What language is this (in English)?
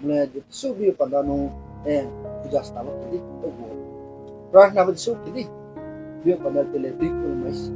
Riang (India)